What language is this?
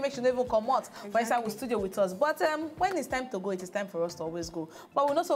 Nigerian Pidgin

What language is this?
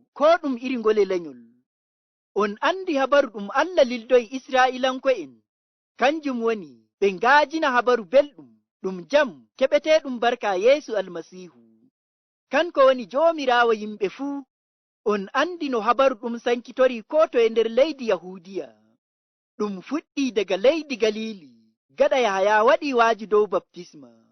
Nigerian Fulfulde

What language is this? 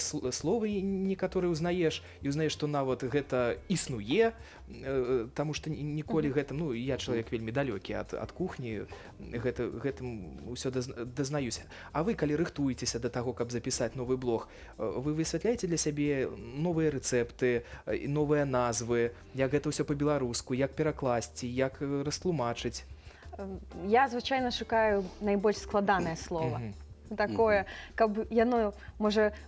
Belarusian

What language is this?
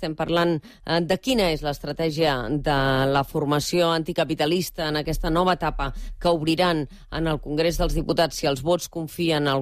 Catalan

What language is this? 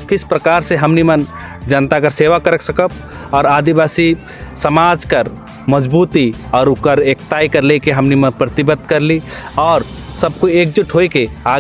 Sadri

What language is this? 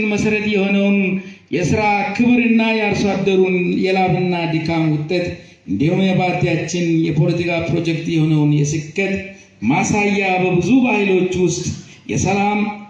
Amharic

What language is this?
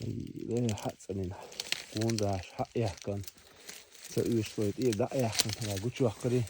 Chechen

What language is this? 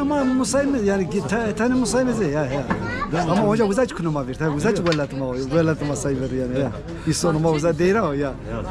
Zaza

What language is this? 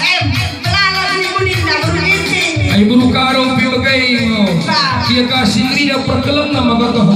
Batak Karo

